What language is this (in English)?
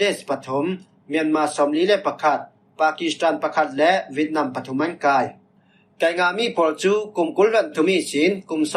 Falam Chin